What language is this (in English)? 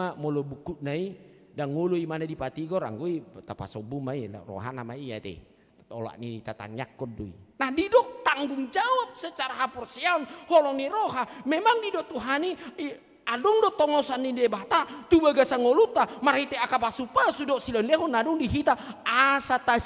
Batak Toba